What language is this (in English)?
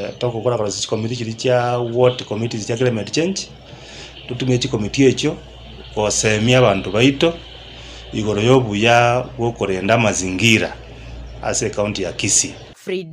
Gusii